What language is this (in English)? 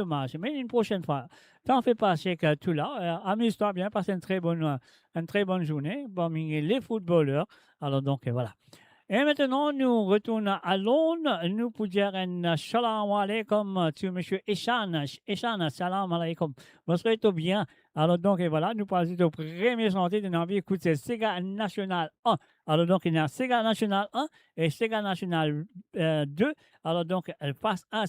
Morisyen